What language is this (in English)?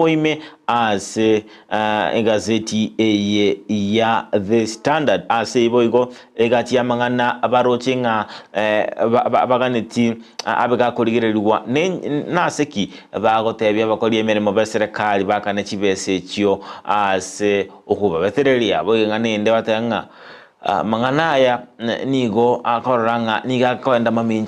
Gusii